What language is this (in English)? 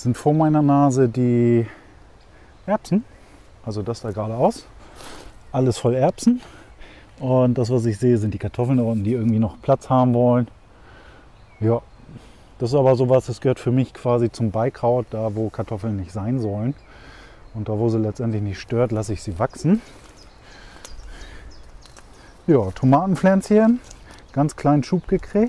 German